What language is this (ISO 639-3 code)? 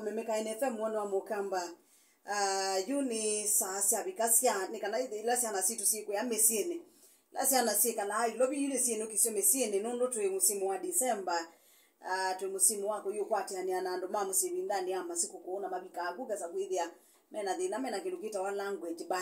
kam